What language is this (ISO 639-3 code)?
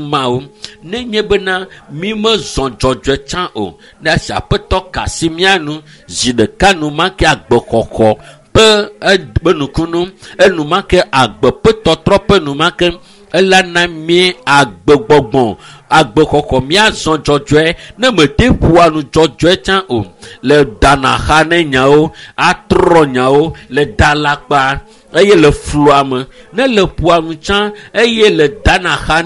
ewe